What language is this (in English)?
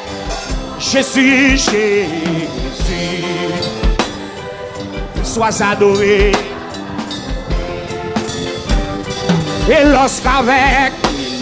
French